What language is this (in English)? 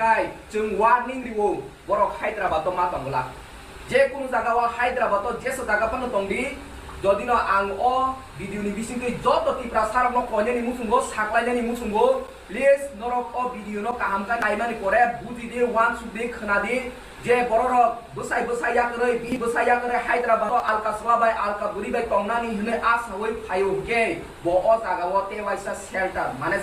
Kok Borok